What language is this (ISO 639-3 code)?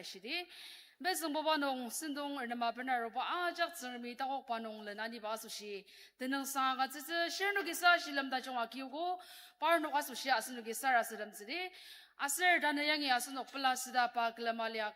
njo